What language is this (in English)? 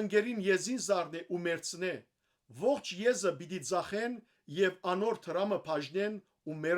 Western Armenian